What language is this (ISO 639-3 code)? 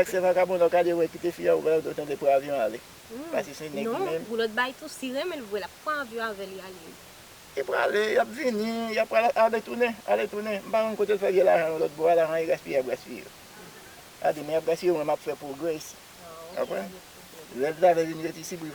hat